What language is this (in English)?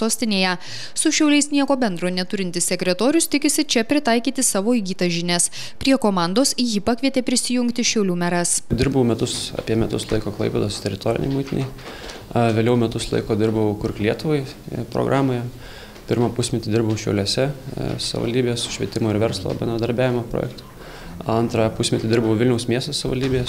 Lithuanian